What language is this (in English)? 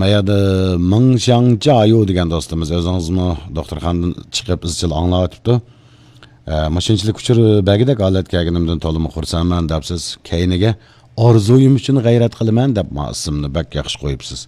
Uyghur